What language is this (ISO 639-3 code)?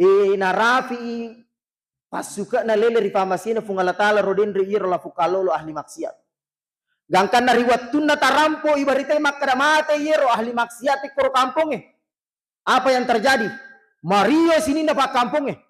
bug